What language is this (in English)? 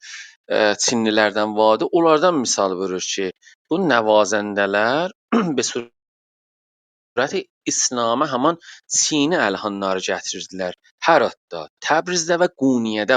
South Azerbaijani